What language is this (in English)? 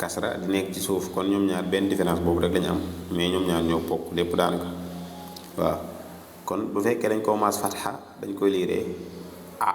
Wolof